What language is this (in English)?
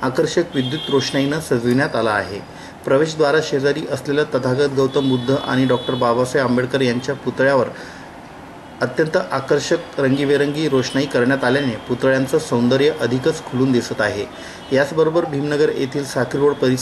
Marathi